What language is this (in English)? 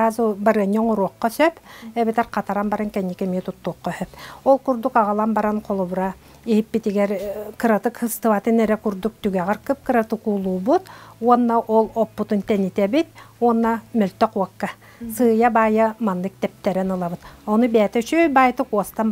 Yakut